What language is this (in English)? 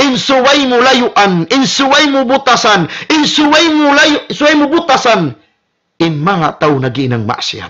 Tausug